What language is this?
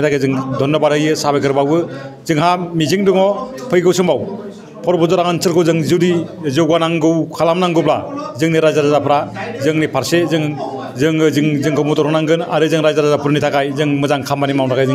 Bodo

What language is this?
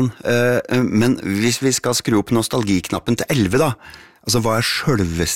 Norwegian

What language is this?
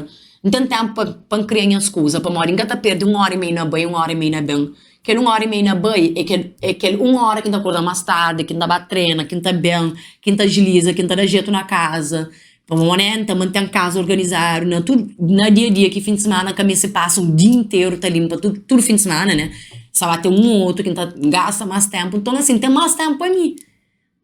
Kabuverdianu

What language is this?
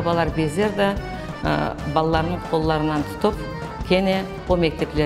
Crimean Tatar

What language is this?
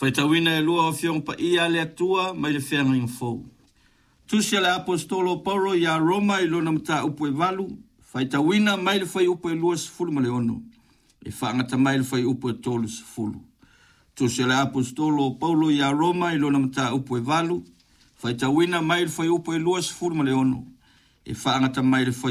Samoan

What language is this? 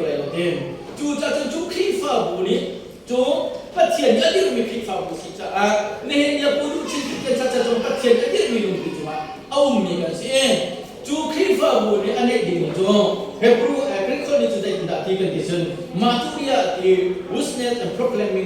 Hakha Chin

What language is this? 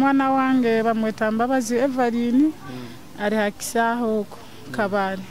Nyoro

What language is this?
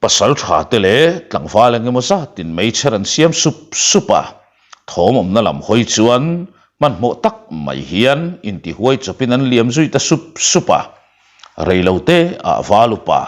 Mizo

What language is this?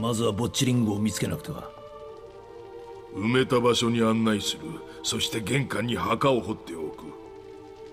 Japanese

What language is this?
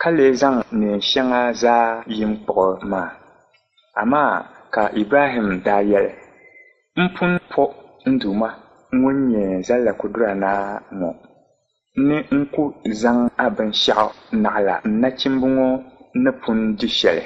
Dagbani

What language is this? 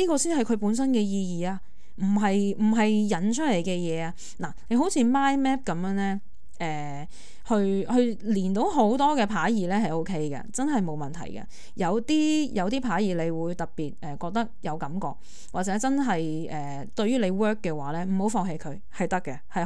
Cantonese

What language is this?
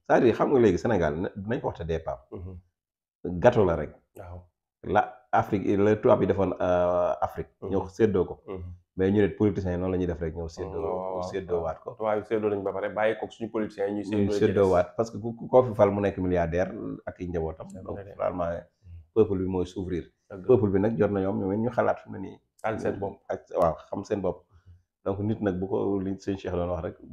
Wolof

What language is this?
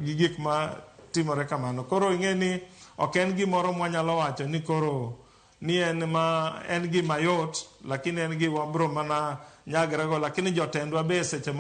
Luo (Kenya and Tanzania)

